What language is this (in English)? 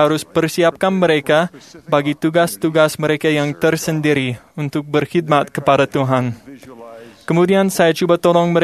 Malay